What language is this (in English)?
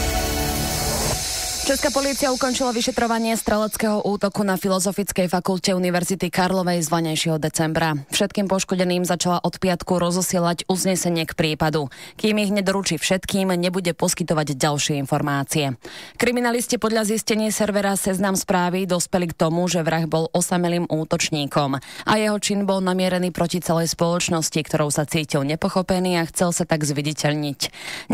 Slovak